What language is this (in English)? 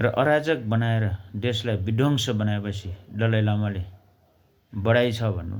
Nepali